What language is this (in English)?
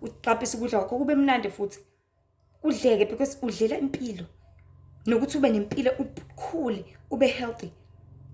Zulu